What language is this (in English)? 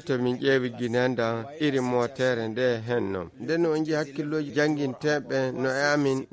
Nigerian Fulfulde